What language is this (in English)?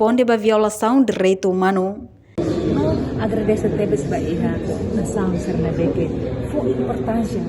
Tetum